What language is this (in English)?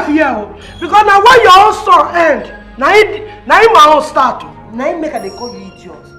Nigerian Pidgin